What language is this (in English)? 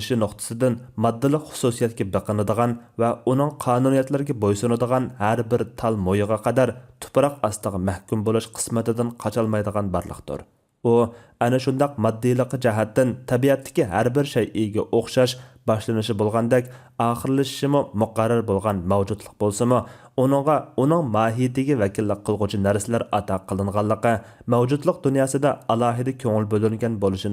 Uyghur